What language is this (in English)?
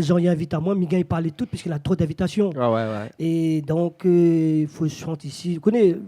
Réunion Creole French